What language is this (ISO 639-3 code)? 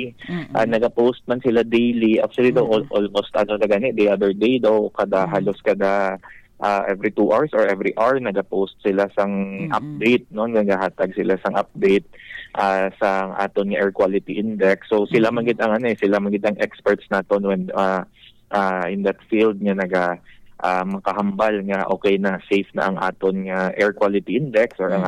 hil